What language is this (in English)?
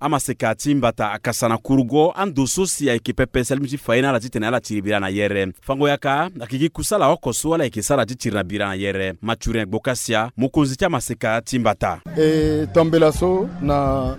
Sango